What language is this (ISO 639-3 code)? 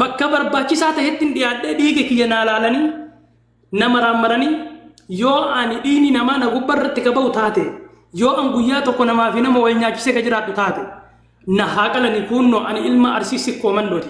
orm